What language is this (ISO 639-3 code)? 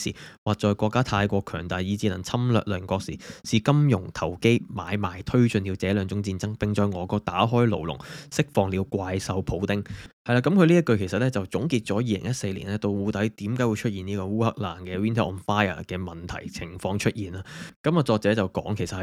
yue